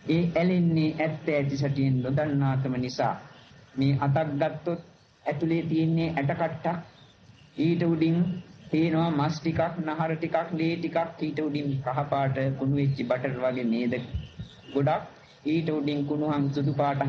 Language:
Sinhala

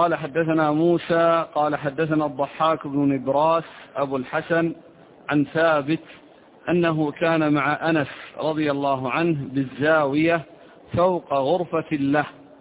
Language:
Arabic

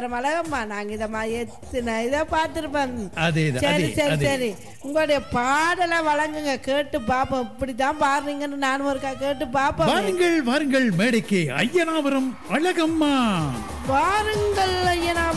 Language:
Tamil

